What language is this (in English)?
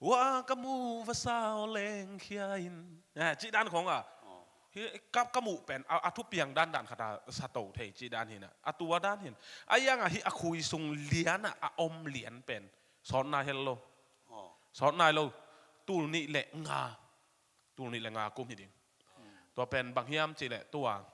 Tedim Chin